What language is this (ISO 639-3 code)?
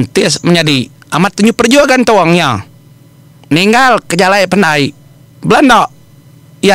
iba